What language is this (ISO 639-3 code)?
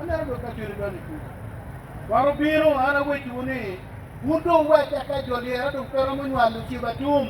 ach